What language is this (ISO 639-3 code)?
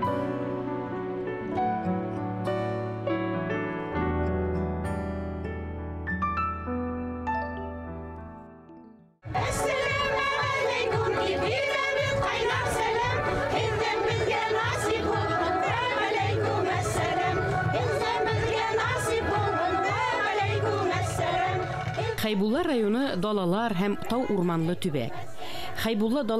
bak